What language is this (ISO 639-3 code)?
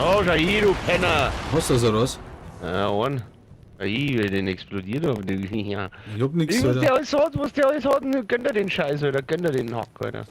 bar